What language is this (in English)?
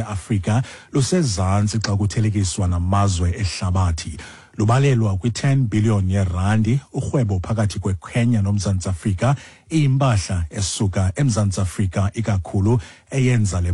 Xhosa